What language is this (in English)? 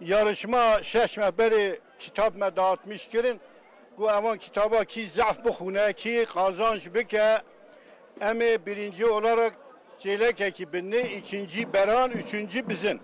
Kurdish